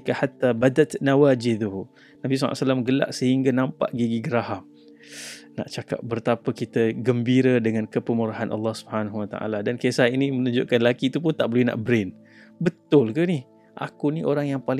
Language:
Malay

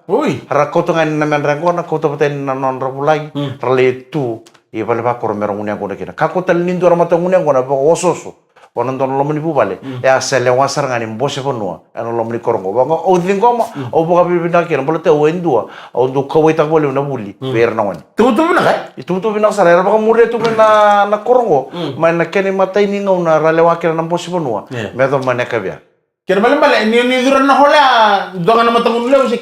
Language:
Fijian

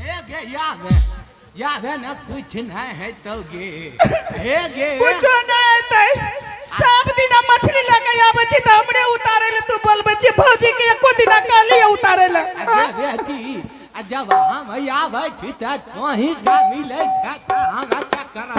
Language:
Angika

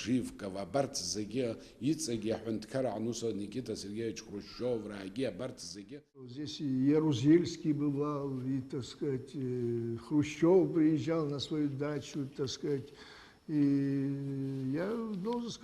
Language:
Abkhazian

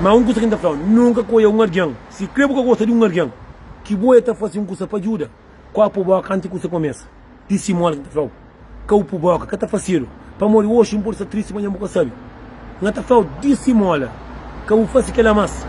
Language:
Kabuverdianu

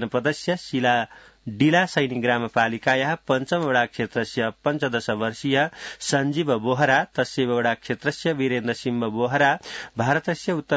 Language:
Sanskrit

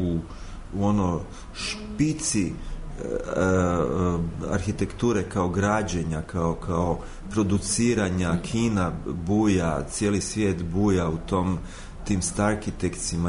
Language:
Croatian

